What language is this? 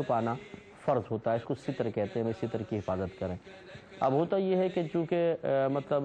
Urdu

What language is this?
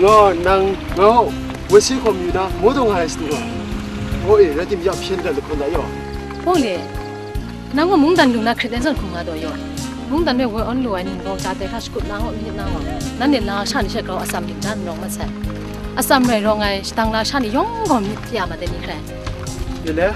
Kachin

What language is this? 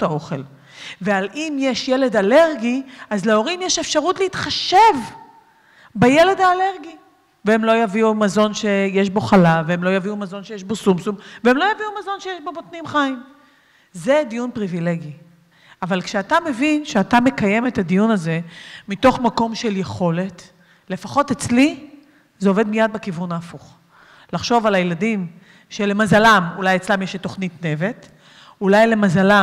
Hebrew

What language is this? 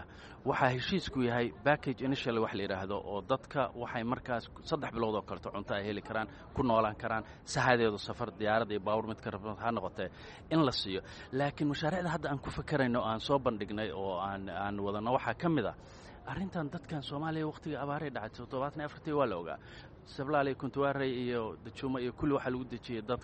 Somali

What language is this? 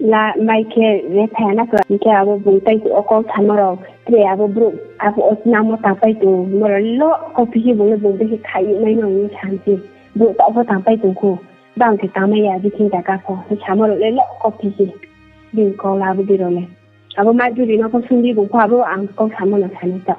Riang (India)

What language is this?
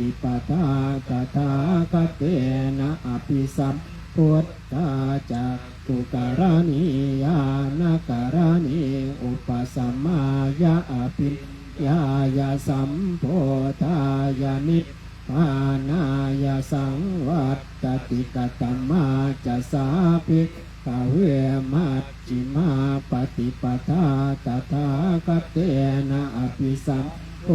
Pali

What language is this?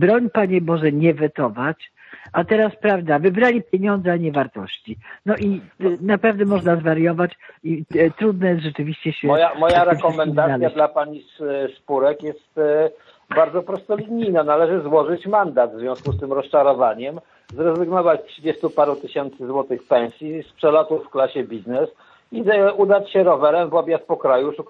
Polish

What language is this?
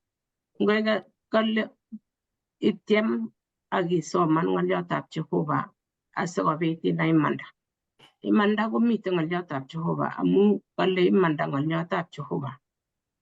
Kalenjin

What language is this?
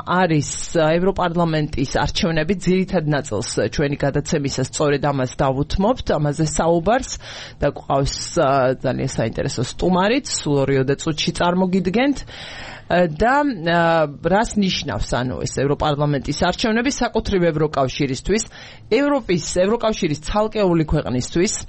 Georgian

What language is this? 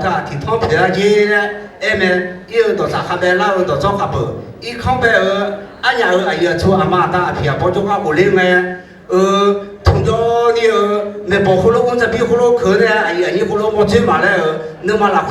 Akha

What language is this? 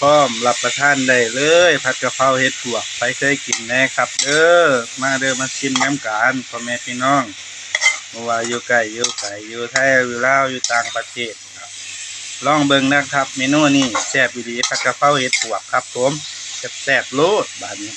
Northeastern Thai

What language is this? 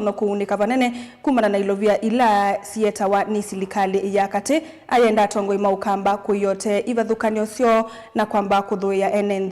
Kamba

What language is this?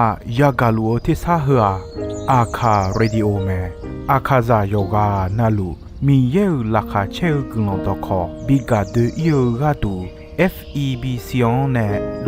Akha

